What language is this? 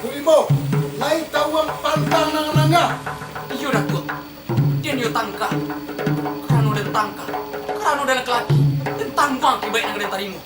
Minangkabau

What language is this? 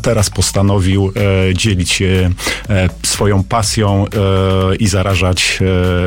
Polish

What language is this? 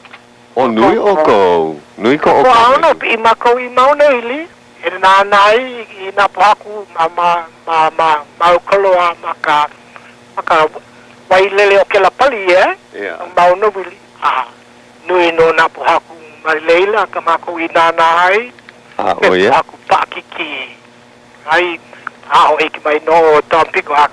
Hawaiian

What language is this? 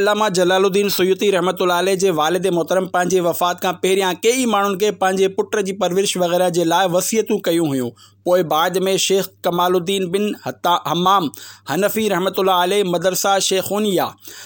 Sindhi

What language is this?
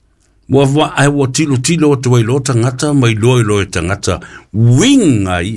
Samoan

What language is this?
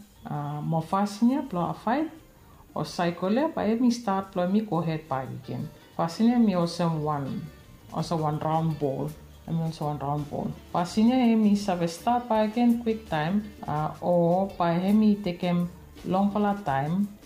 Bislama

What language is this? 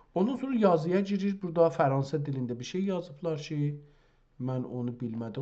South Azerbaijani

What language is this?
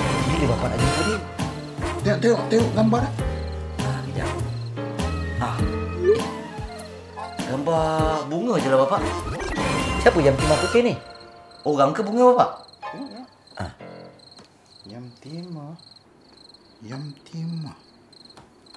Malay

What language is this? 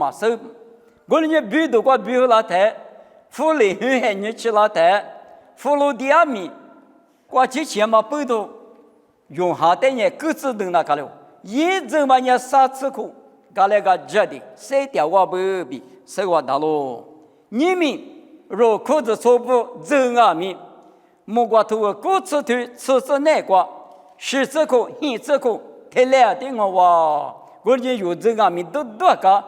Lisu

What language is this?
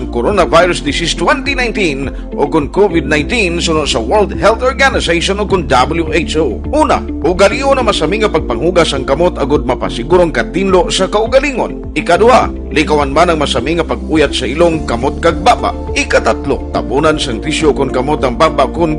Hiligaynon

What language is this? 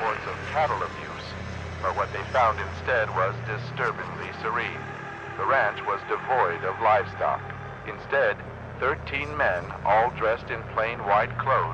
English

